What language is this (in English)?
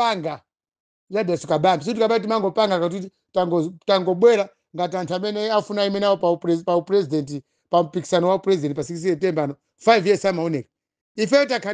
Nyanja